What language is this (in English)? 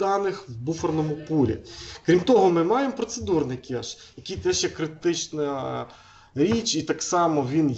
Ukrainian